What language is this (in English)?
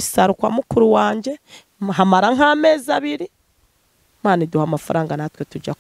Rundi